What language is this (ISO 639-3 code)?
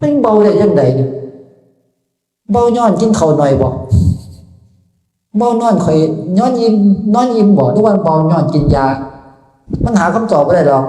tts